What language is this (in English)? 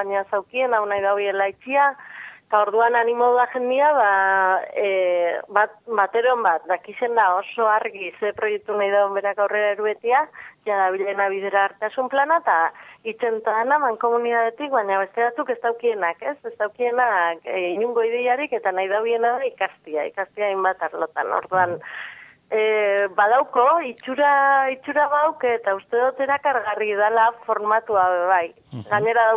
Basque